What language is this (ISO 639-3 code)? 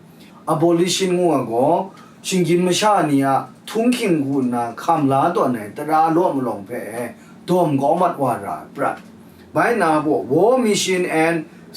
kac